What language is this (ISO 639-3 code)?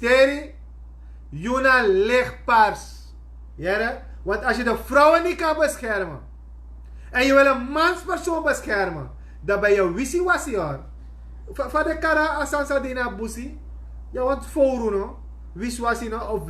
srn